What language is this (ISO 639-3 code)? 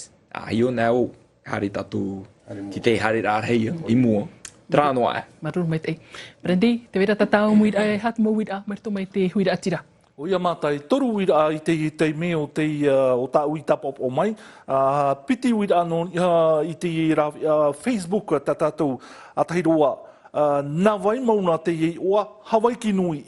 tah